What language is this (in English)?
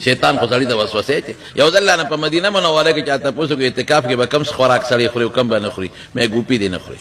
Pashto